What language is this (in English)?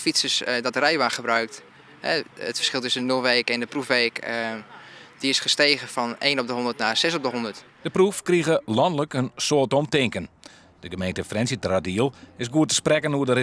Western Frisian